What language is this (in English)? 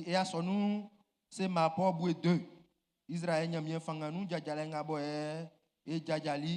Baoulé